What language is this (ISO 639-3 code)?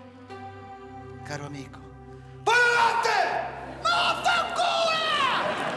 ita